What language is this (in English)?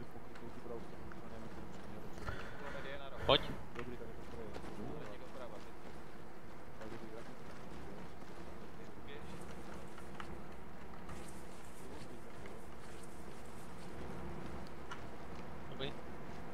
Czech